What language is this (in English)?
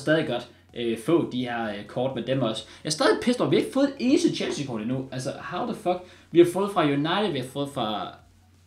Danish